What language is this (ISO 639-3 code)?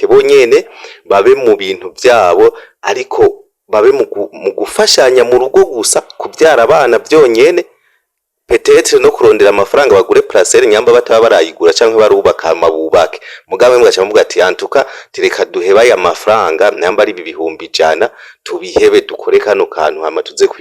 run